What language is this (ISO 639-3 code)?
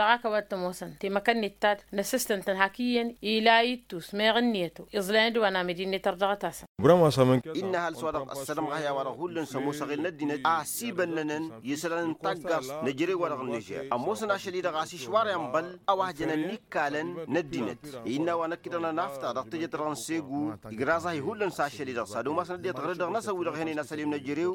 taq